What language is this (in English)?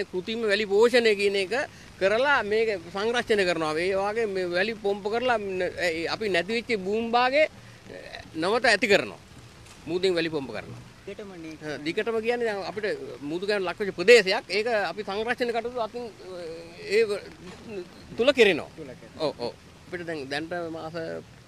Sinhala